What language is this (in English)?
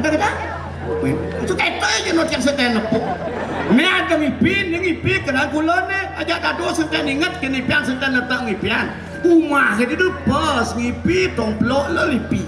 Balinese